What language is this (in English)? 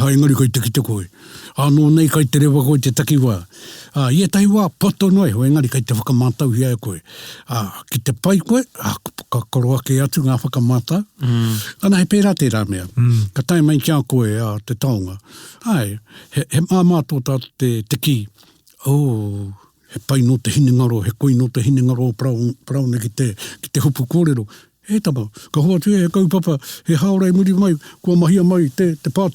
Māori